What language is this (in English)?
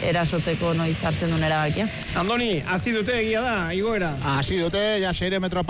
Basque